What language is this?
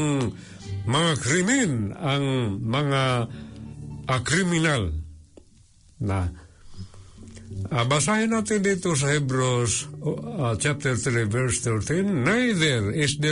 Filipino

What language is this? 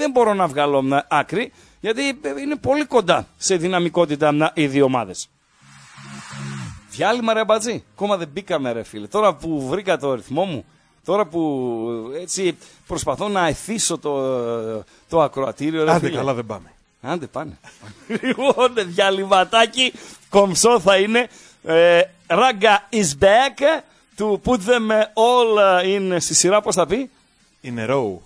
Greek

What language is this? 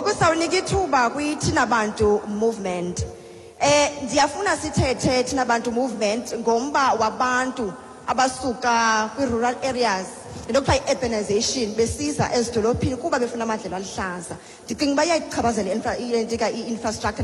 Xhosa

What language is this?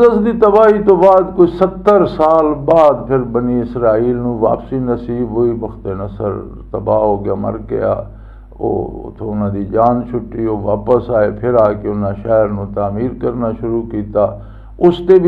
Western Panjabi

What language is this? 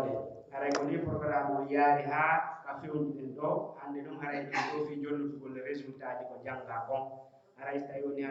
Pular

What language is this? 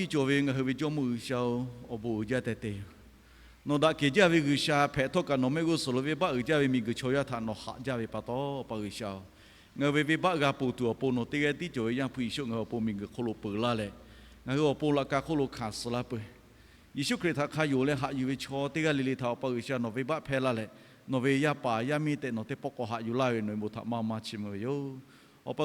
Lahu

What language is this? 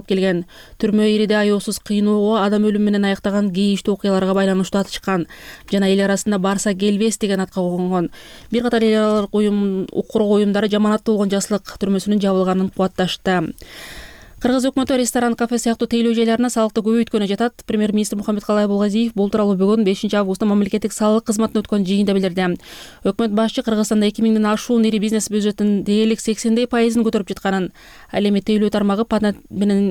Kyrgyz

